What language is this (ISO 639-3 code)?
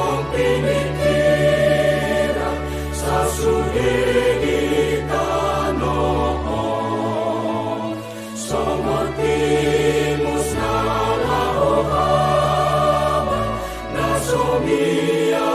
bbc